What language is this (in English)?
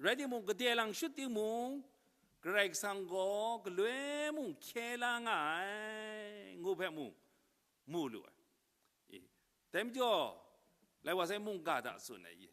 Kachin